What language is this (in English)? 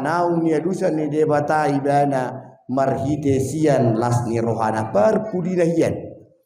Batak Toba